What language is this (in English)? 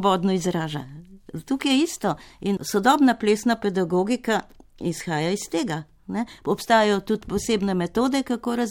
Slovenian